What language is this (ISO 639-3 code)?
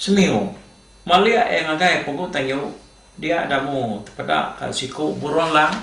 iba